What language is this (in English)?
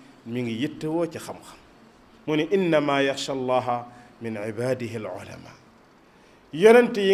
Wolof